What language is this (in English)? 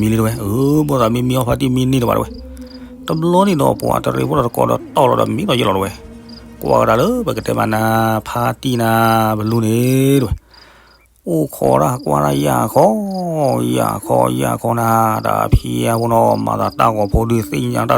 S'gaw Karen